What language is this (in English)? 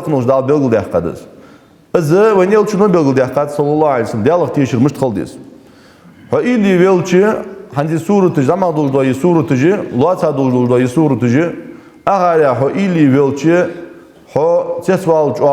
Ingush